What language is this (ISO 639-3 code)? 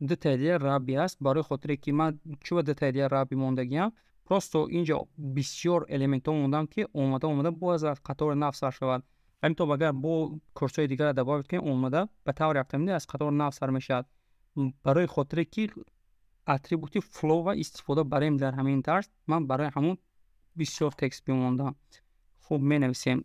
tgk